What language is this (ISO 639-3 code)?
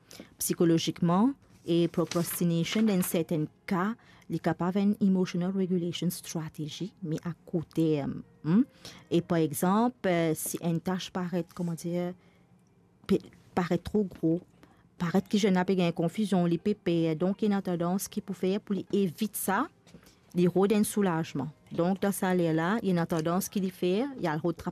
mfe